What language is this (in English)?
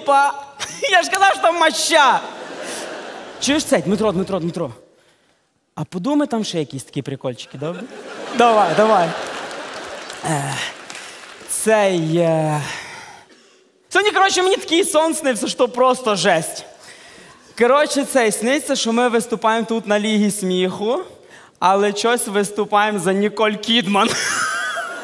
Ukrainian